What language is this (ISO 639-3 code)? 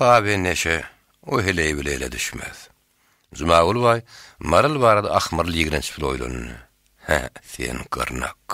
tuk